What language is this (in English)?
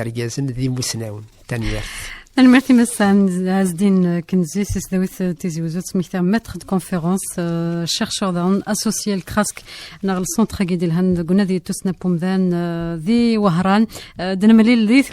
Kabyle